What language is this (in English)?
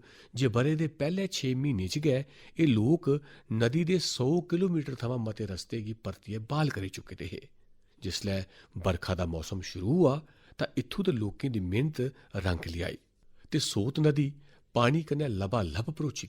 Dogri